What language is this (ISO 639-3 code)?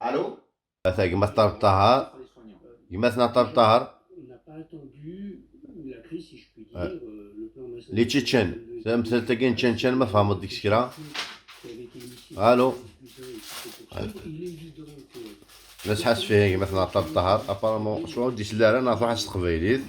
kab